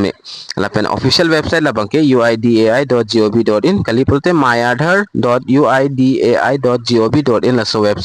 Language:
Karbi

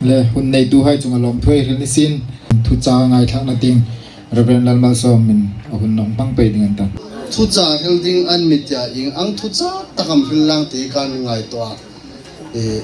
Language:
Hmar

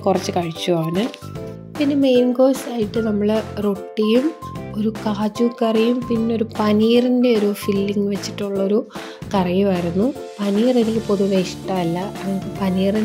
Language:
Malayalam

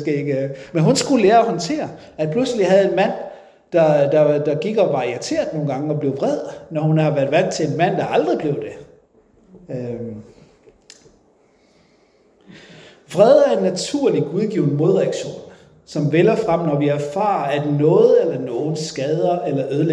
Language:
Danish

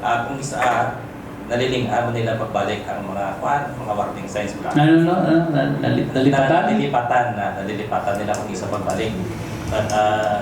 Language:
Hiligaynon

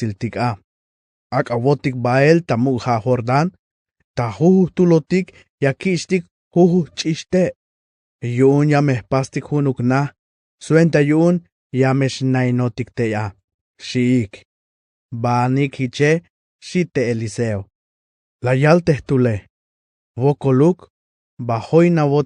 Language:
Tzeltal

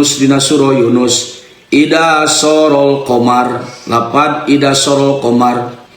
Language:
Sundanese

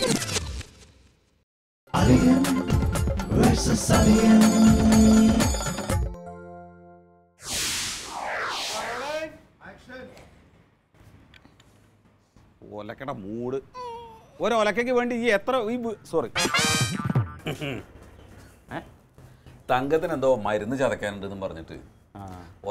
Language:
Malayalam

